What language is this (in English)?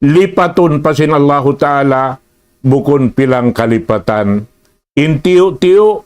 Tausug